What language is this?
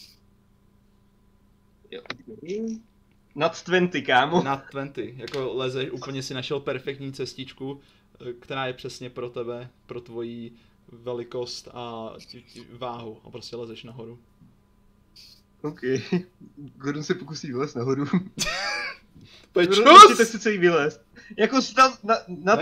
Czech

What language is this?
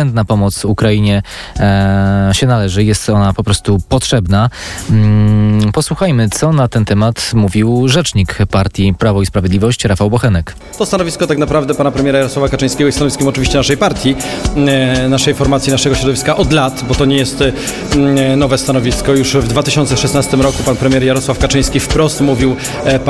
Polish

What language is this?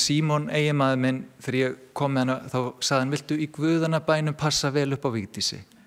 Icelandic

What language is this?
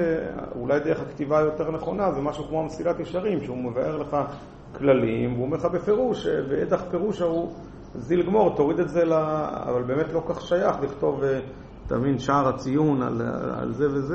Hebrew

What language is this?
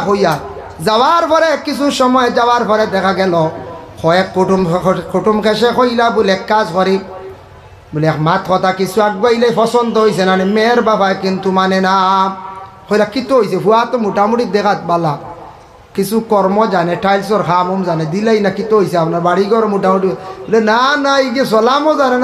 Sylheti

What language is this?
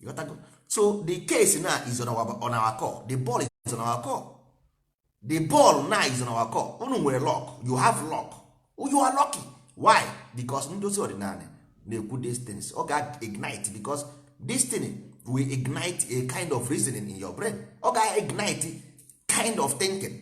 Igbo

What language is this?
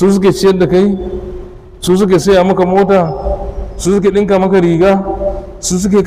Hausa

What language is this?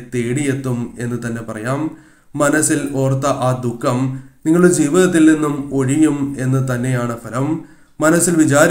Malayalam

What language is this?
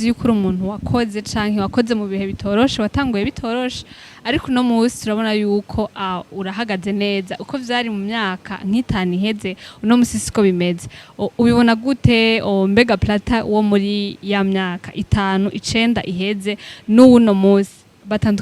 Rundi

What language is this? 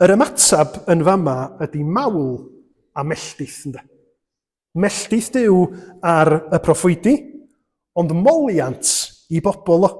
Welsh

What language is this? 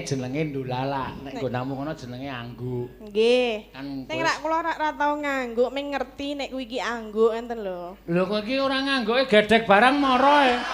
Javanese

